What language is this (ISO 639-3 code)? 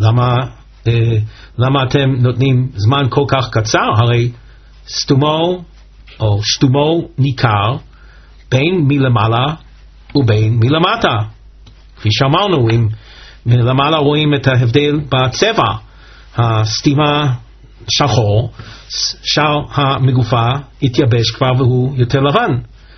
heb